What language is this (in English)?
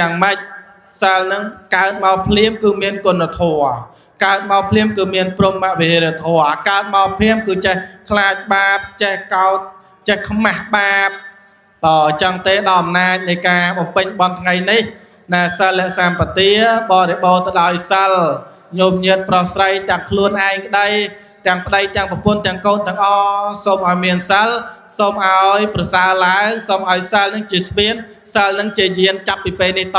Khmer